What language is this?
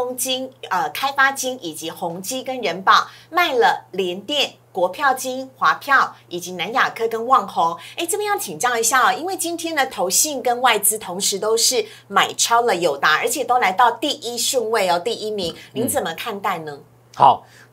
Chinese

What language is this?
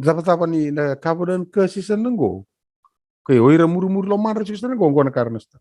Fijian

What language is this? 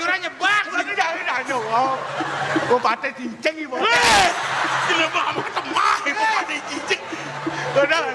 Balinese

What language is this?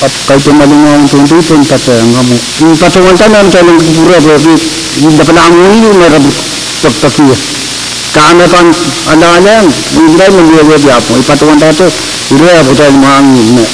Pohnpeian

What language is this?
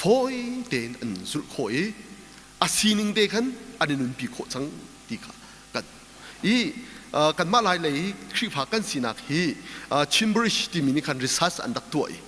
Hakha Chin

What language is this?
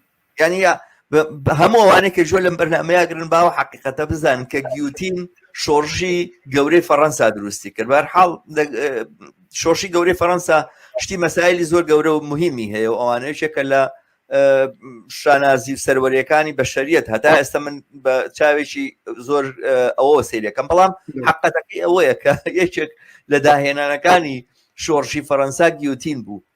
Central Kurdish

